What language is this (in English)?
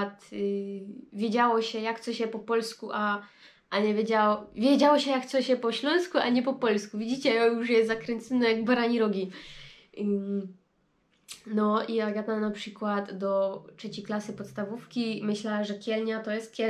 Silesian